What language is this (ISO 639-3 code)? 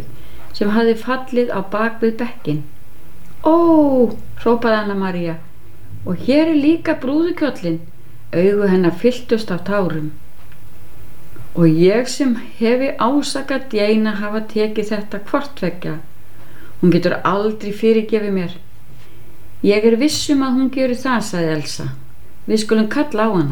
isl